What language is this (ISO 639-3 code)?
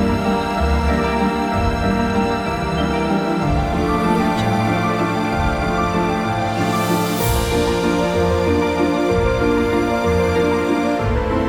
msa